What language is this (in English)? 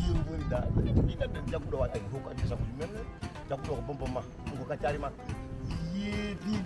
Fula